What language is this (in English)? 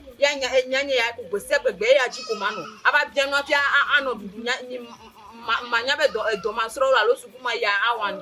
Ewe